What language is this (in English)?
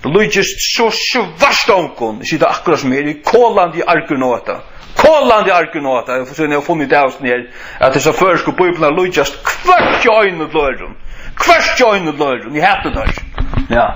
Faroese